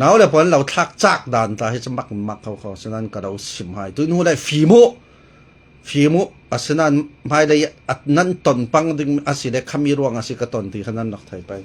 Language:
Falam Chin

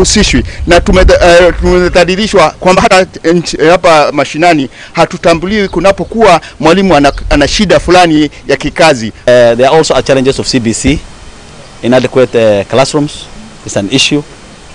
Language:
Kikuyu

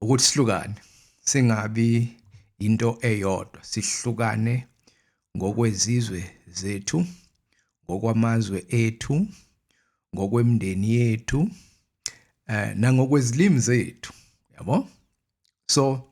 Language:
Zulu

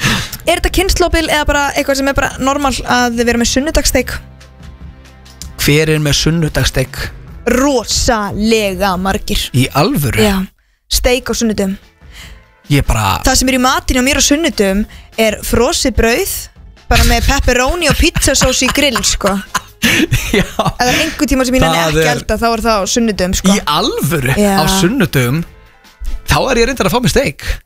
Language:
Icelandic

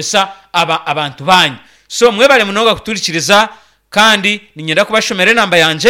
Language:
Nyankole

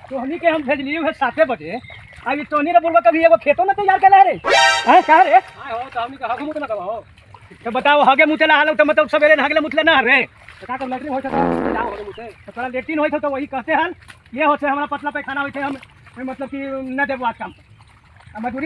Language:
Magahi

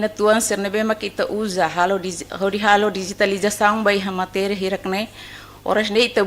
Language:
Tetum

